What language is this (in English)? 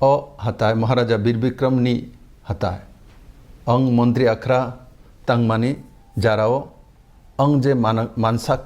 Kok Borok